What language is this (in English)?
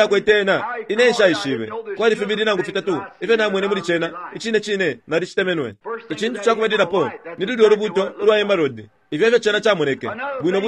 Bemba